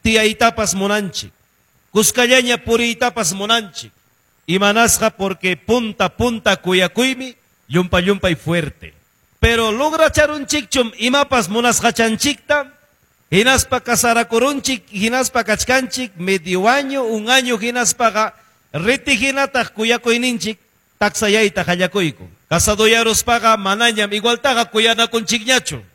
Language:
Ayacucho Quechua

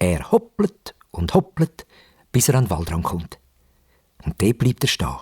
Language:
Swiss German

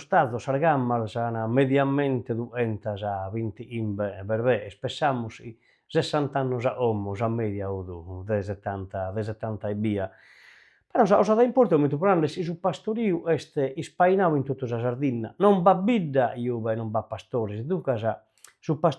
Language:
Sardinian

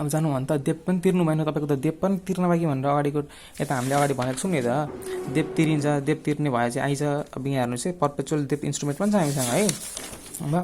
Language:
Nepali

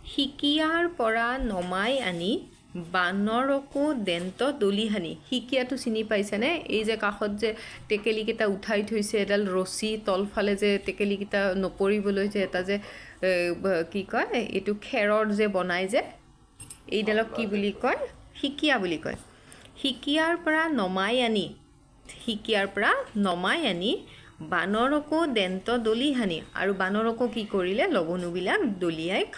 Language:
Assamese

